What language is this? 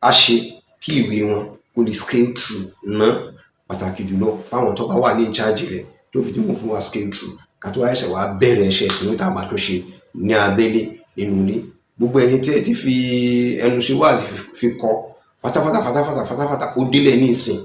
Yoruba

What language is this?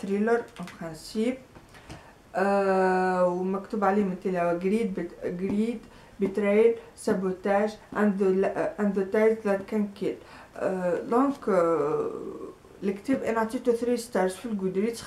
Tunisian Arabic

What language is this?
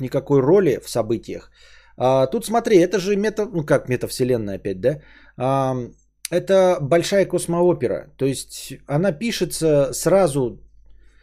Russian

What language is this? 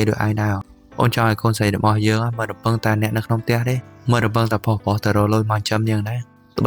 Khmer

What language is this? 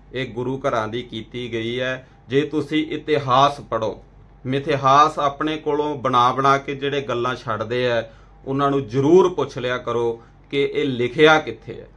Punjabi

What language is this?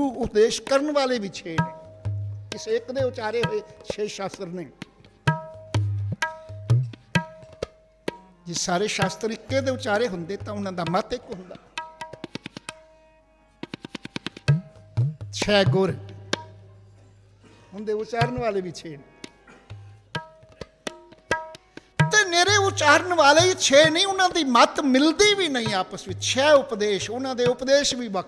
Punjabi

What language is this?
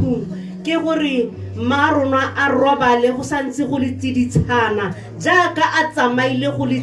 Tswana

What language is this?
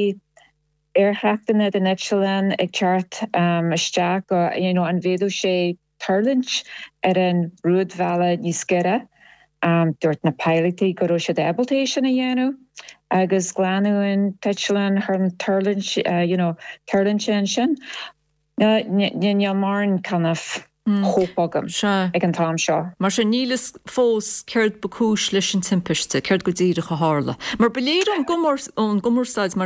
Irish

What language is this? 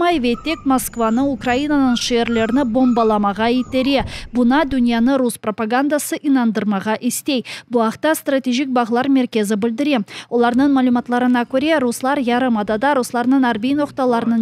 Crimean Tatar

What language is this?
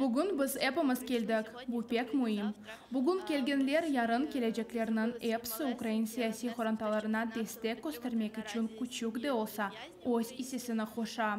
Crimean Tatar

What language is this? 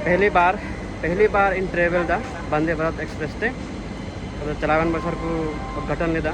Santali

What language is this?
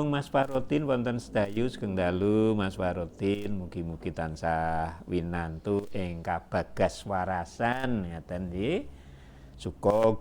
Javanese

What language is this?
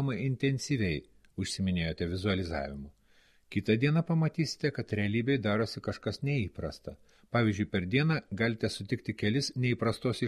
Lithuanian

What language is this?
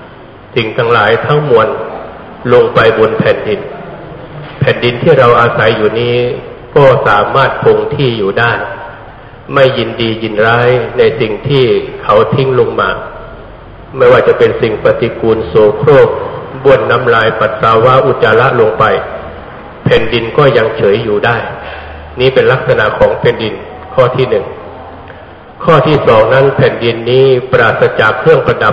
Thai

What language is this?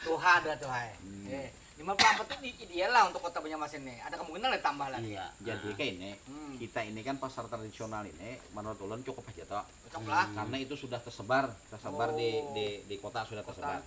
Banjar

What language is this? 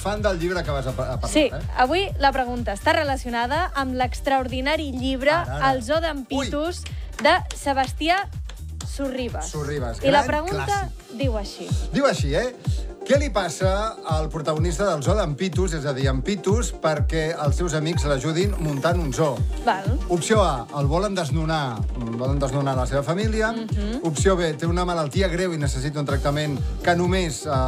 Catalan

